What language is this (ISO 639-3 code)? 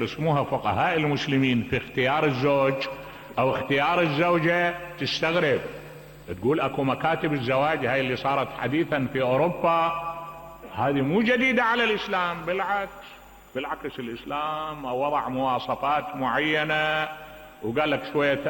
acm